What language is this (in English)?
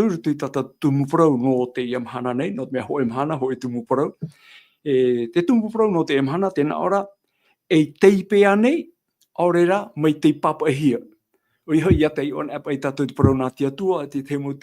Tahitian